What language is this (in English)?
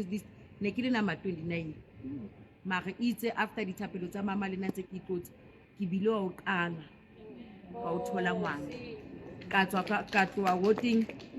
Southern Sotho